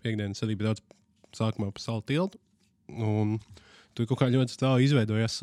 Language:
Latvian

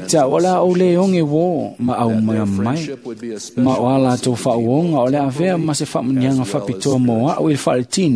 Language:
Samoan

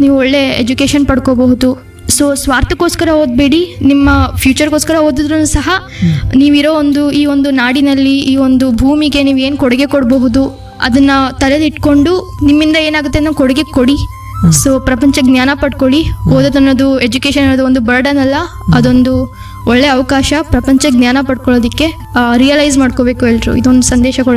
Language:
Kannada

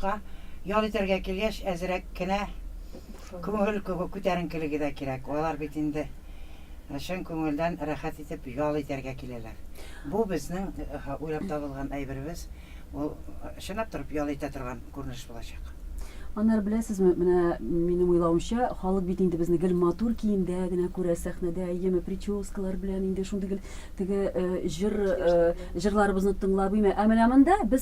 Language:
Tatar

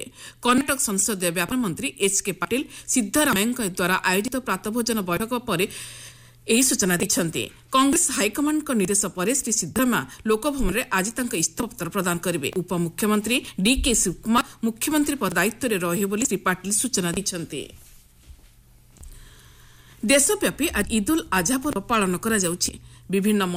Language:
Odia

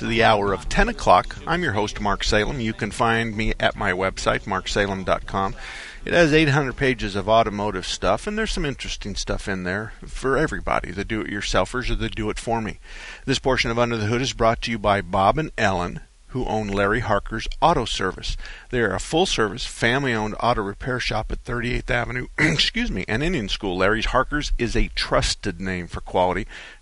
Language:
English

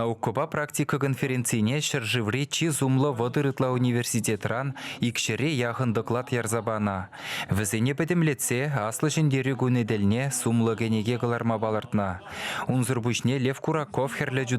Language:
Chuvash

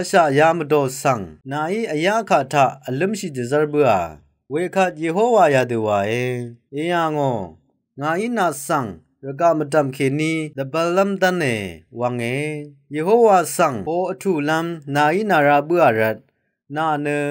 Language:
Rawang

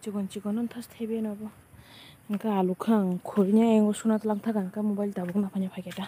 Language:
Kok Borok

